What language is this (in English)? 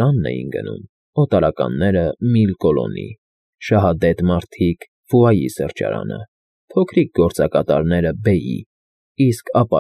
Armenian